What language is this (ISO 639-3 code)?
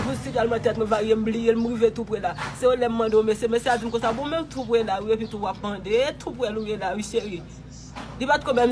hat